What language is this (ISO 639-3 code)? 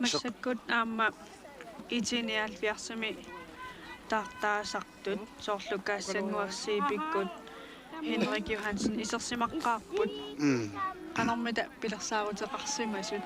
kal